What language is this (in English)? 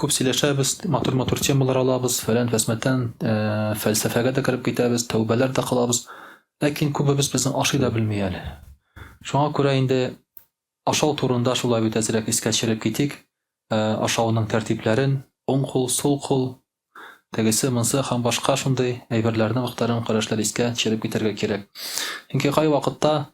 Tatar